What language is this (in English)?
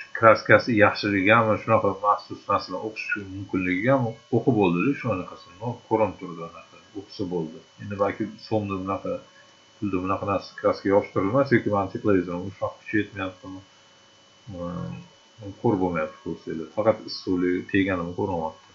Uzbek